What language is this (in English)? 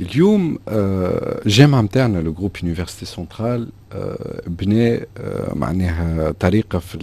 Tunisian Arabic